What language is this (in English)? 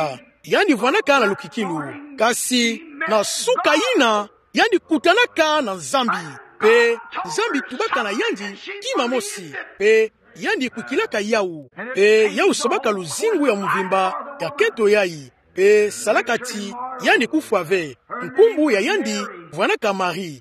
Kituba (Democratic Republic of Congo)